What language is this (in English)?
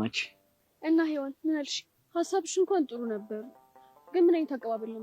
Amharic